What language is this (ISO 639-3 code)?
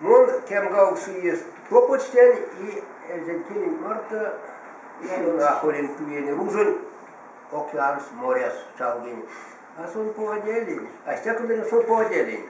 myv